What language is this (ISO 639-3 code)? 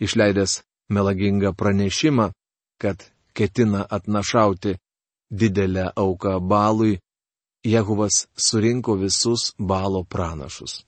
lit